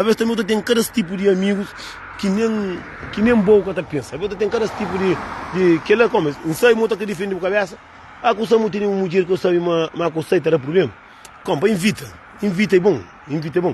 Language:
Kabuverdianu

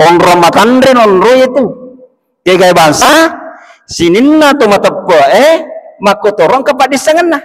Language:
Buginese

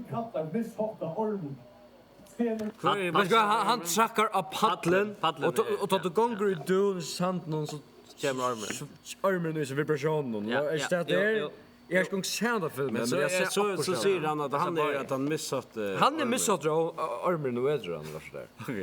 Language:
Faroese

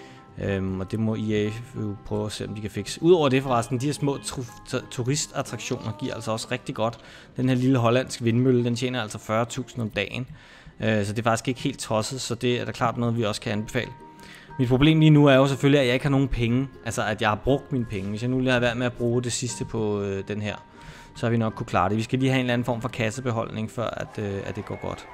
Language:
Danish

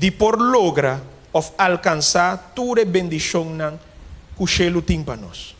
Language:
Papiamento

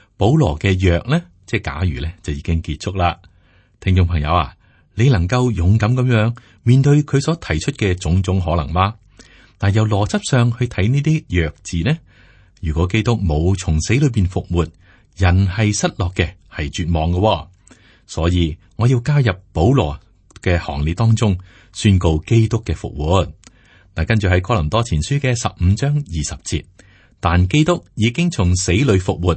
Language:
Cantonese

